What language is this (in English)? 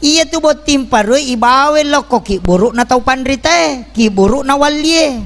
Buginese